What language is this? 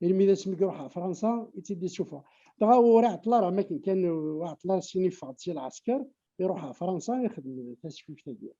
Kabyle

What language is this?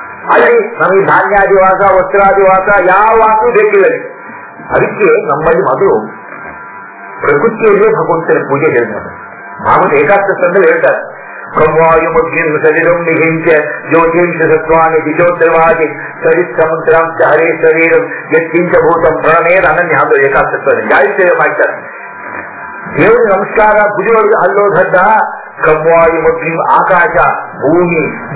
Kannada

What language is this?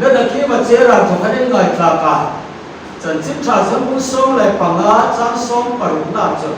Hmar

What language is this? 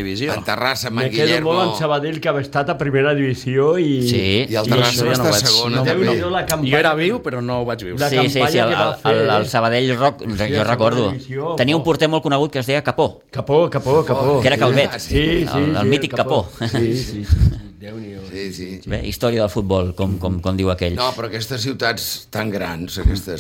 Catalan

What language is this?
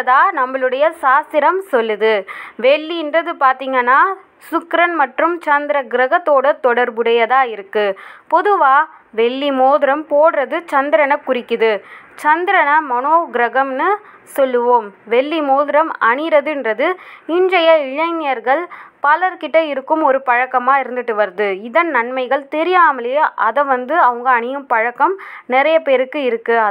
Tamil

